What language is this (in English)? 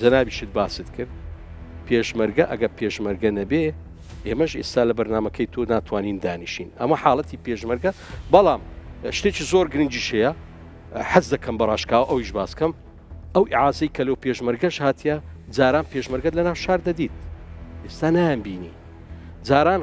Central Kurdish